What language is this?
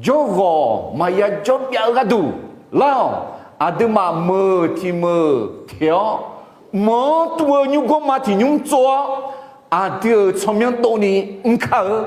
Akha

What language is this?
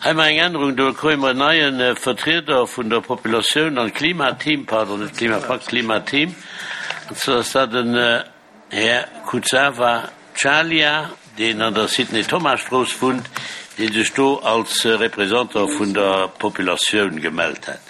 Luxembourgish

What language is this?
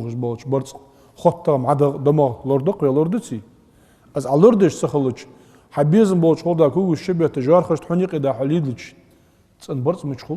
Ingush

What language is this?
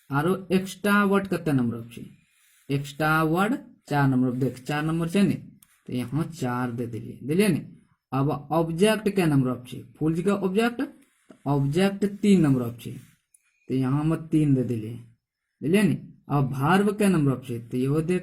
Angika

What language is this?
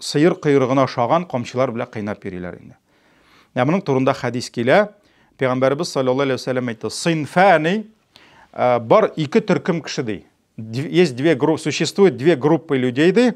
Tatar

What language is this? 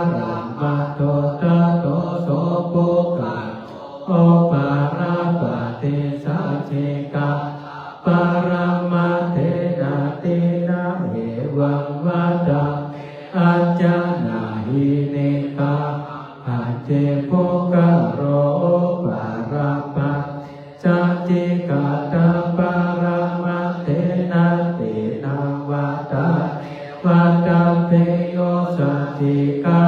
Pali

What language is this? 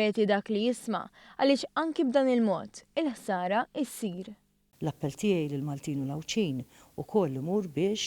Maltese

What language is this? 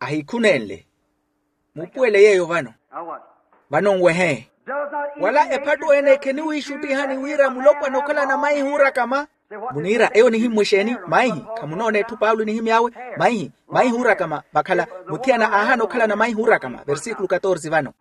Makhuwa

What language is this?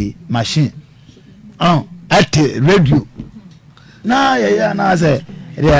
Akan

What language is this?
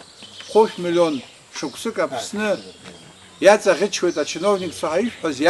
Abkhazian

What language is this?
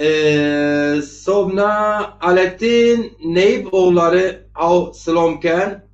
Zaza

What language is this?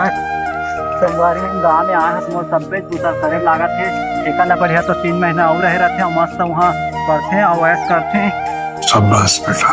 Chhattisgarhi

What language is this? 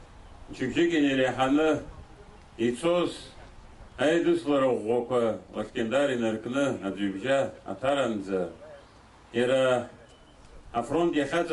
Abkhazian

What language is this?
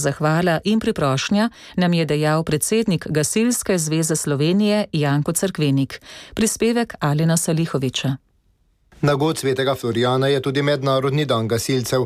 Slovenian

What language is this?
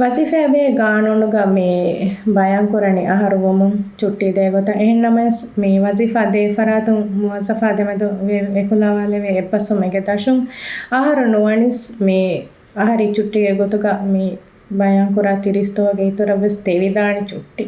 Divehi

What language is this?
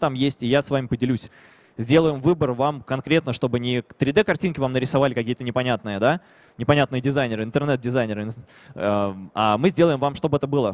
Russian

